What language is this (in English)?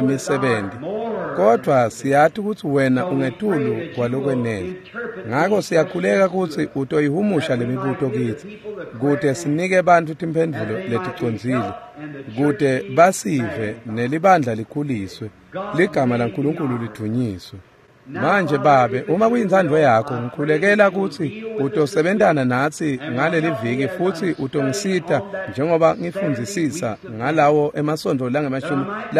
Swati